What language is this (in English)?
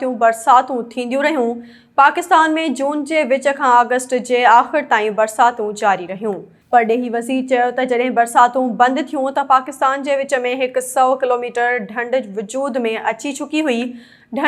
Sindhi